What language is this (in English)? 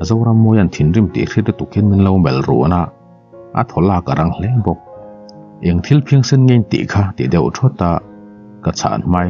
Mizo